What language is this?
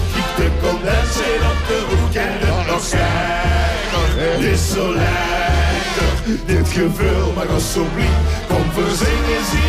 Limburgish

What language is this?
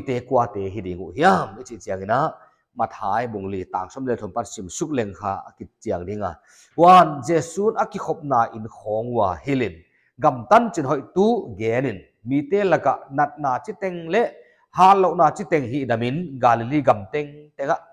Paite Chin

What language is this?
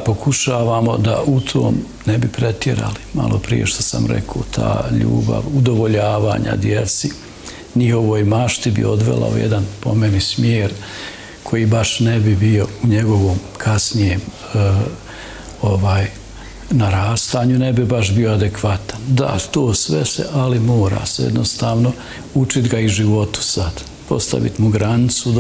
Bosnian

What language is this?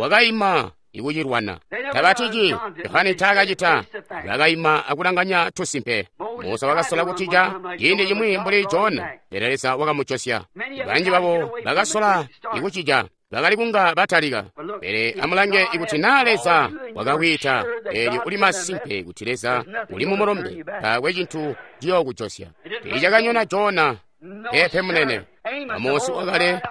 Tonga (Zambia)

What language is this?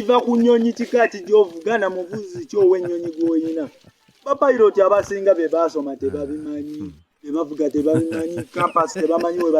Ganda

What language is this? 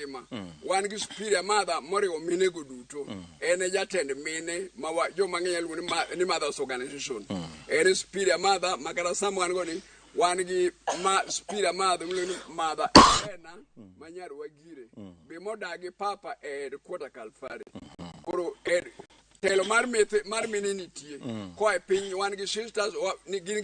Luo (Kenya and Tanzania)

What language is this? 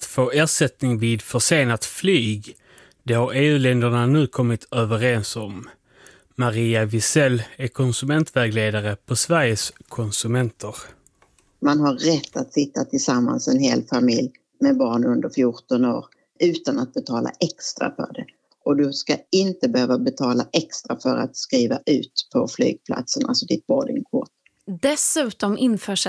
Swedish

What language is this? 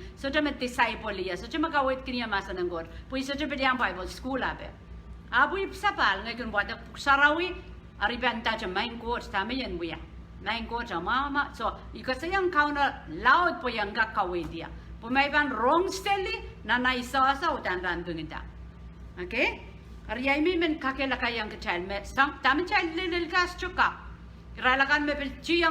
Pohnpeian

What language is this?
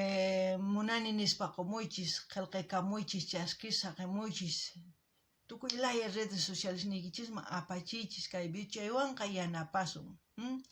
South Bolivian Quechua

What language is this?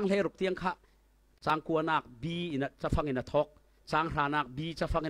Falam Chin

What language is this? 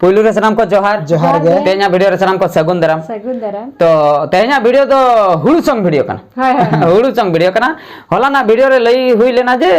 Santali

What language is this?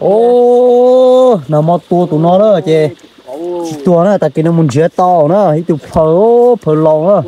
Hmong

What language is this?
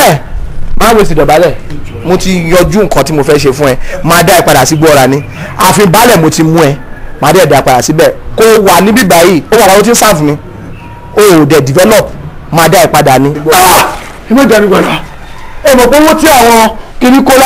Yoruba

